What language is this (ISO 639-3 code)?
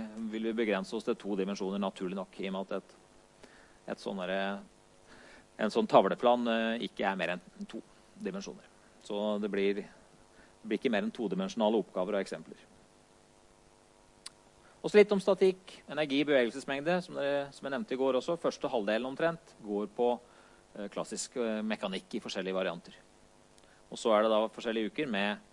nor